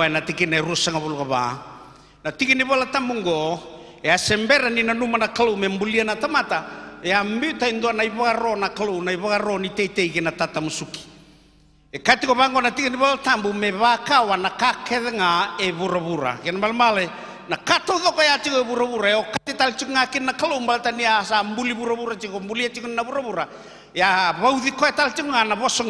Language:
Fijian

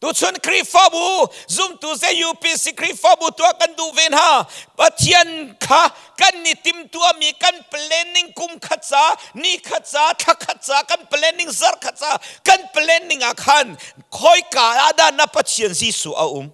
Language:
Hakha Chin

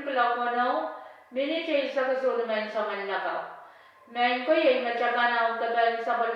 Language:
Pohnpeian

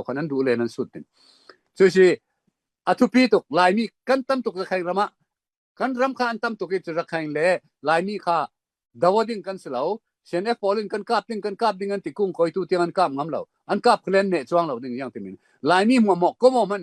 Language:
Falam Chin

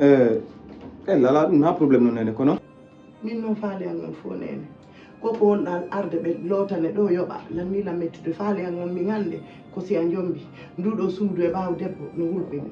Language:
Fula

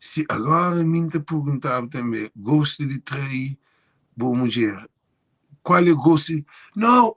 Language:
Kabuverdianu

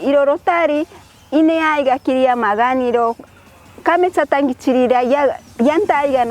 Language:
Machiguenga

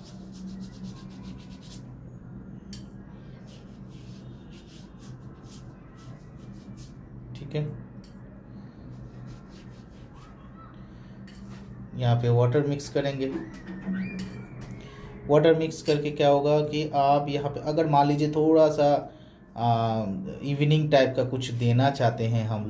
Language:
Hindi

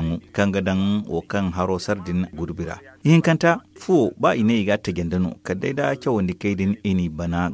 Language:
Zarma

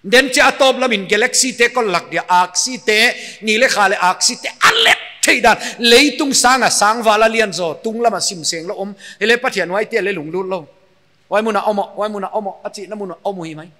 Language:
Paite Chin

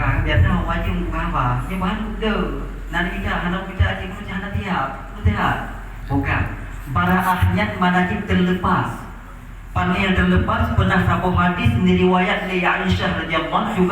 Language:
Achinese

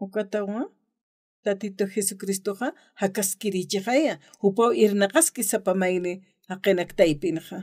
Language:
Aymara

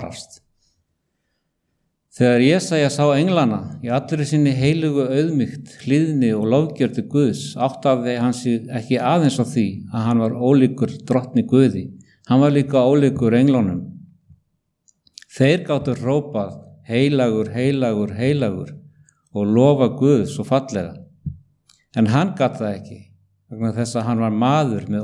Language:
Icelandic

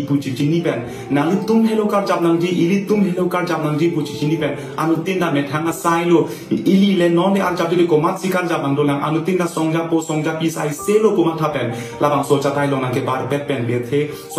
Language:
Karbi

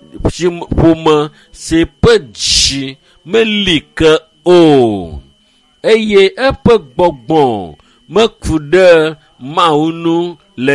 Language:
Ewe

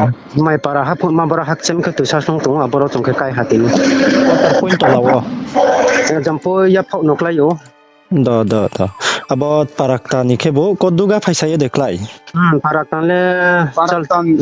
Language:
Riang (India)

